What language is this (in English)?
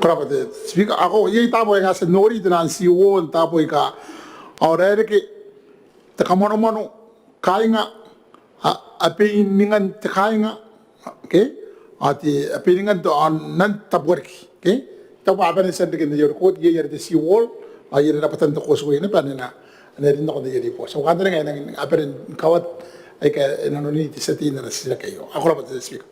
Gilbertese